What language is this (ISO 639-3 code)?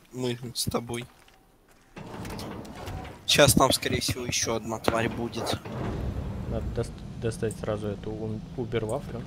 rus